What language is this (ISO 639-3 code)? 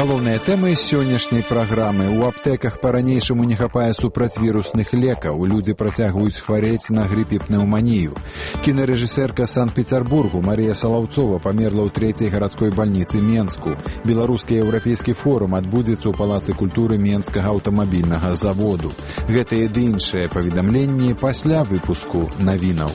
bel